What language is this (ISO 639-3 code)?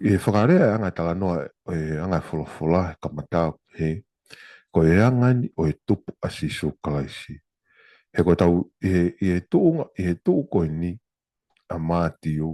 ton